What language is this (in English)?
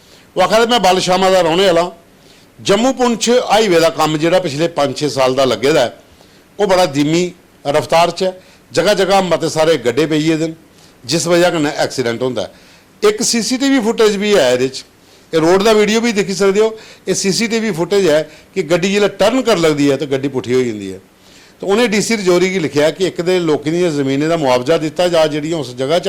Dogri